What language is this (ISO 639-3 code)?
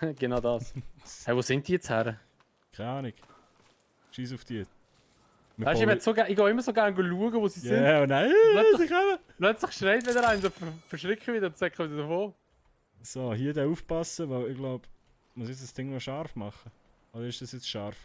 gsw